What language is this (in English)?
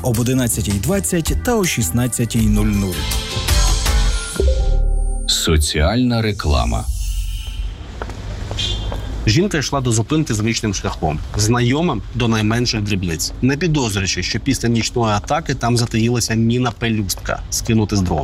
Ukrainian